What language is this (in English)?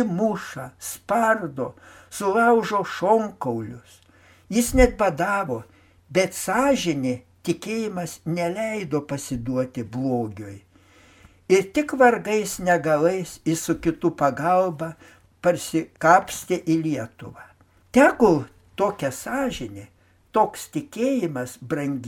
Lithuanian